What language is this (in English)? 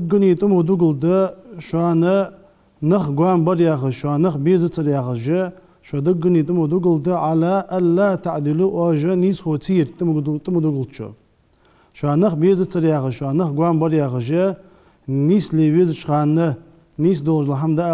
Ingush